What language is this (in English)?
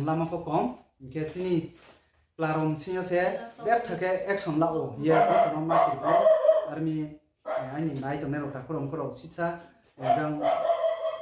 Riang (India)